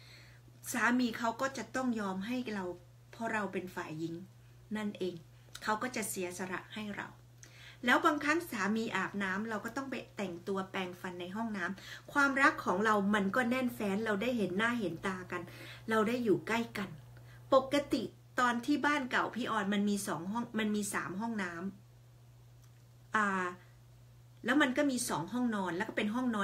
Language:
Thai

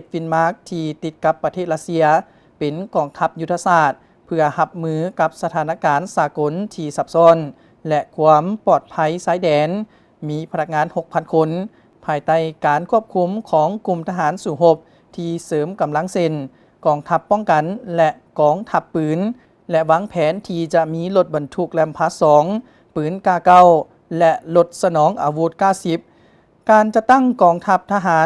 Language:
Lao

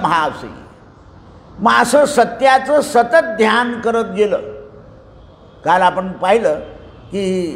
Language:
Marathi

